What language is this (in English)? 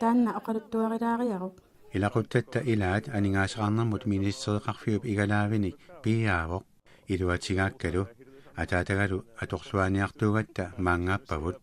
Kalaallisut